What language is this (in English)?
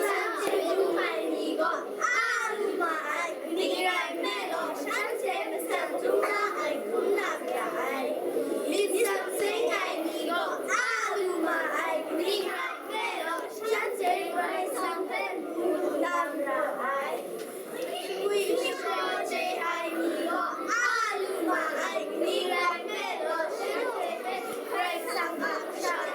Kachin